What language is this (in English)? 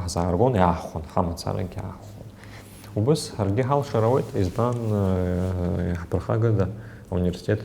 Abkhazian